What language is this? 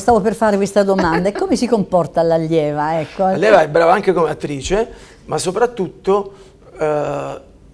Italian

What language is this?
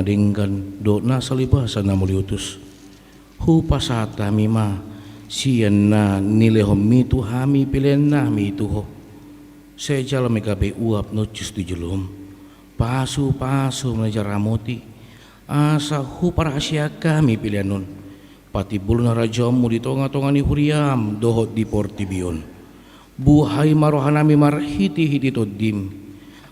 Batak Toba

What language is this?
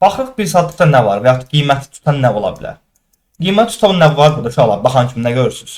Azerbaijani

